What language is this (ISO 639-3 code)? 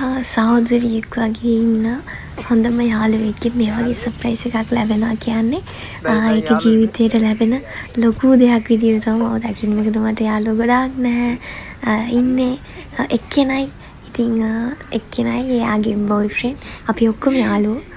sin